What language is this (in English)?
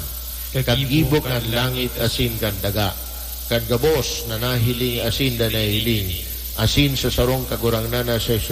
Bikol